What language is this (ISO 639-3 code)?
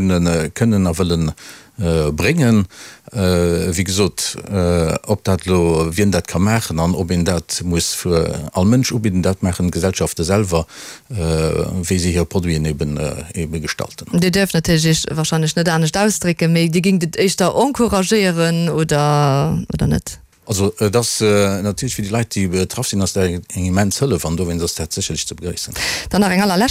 ltz